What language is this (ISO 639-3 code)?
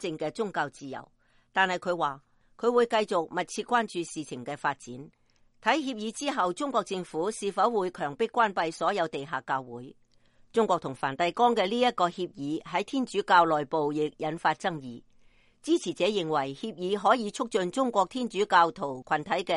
yue